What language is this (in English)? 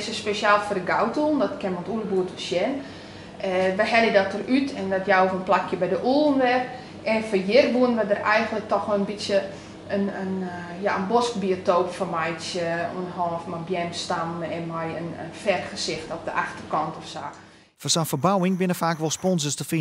Western Frisian